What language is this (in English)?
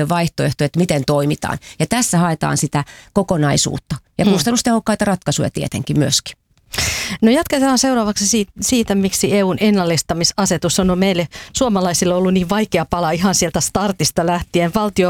Finnish